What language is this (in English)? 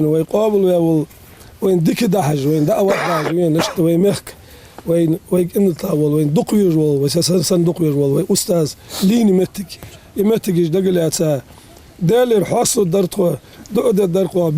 Ingush